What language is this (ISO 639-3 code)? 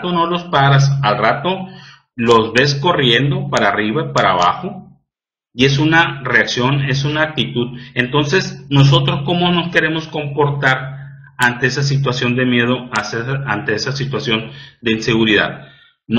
spa